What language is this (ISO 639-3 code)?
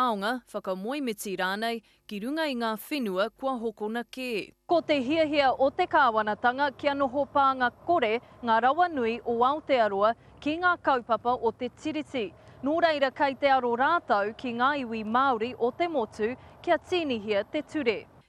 mri